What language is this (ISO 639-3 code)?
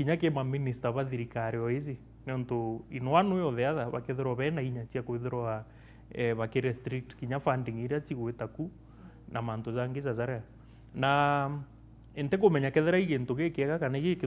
mer